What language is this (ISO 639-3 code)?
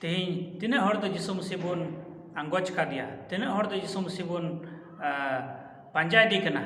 sat